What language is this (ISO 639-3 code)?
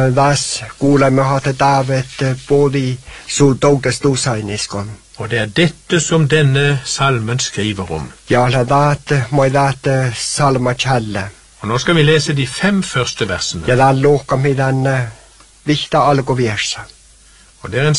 nor